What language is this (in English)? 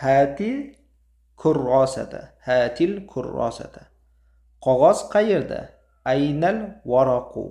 Uzbek